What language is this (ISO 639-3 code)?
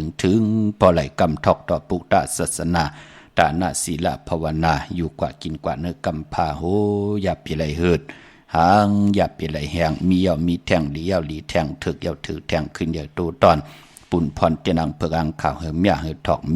shn